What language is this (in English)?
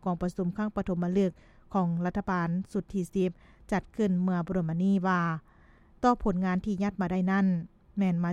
Lao